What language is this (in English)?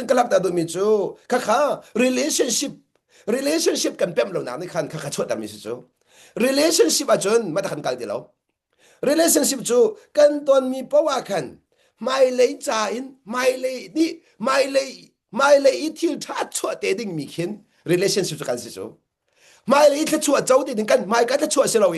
Hakha Chin